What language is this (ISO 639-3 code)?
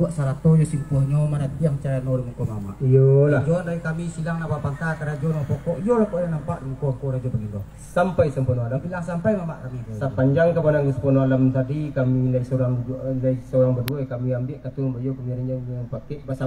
min